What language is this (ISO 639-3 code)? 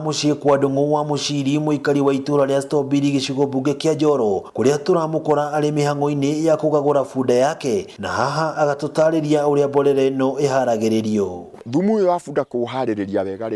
kik